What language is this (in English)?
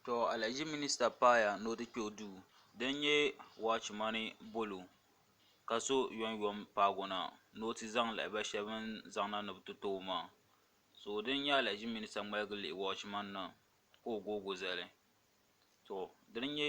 Dagbani